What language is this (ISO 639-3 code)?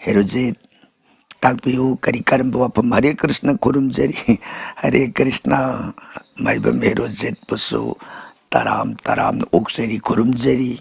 mni